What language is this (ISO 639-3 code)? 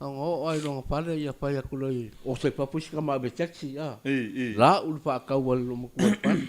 smo